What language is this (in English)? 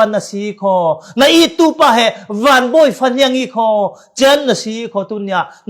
Falam Chin